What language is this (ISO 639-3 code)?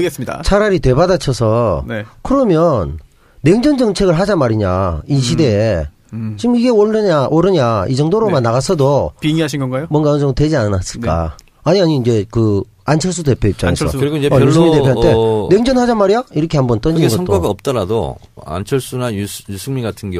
kor